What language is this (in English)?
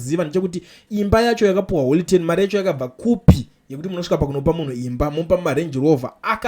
Shona